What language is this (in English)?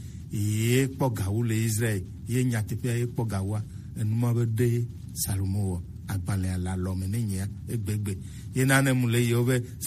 Gen